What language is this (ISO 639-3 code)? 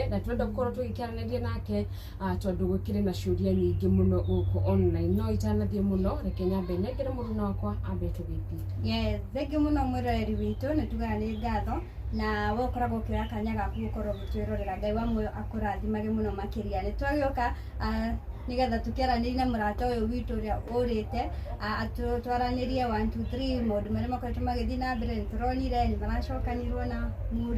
kik